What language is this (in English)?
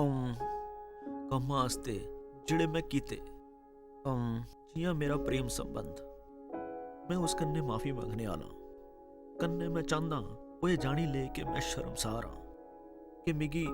Dogri